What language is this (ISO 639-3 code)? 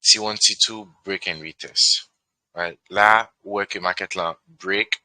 hat